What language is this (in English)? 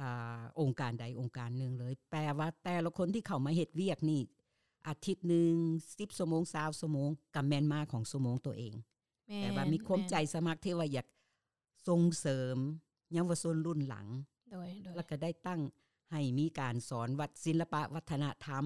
Lao